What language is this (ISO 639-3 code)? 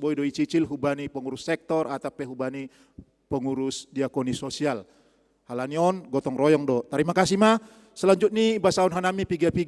bts